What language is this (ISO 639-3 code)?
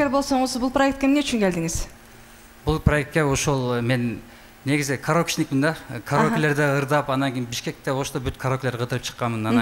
kir